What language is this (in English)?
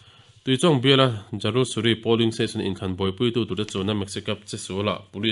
Mizo